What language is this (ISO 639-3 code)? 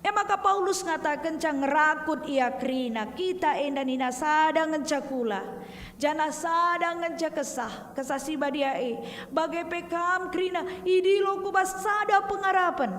btx